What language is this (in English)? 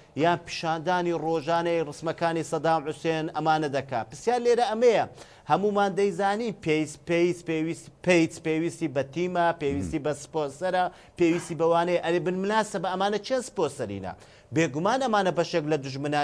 Central Kurdish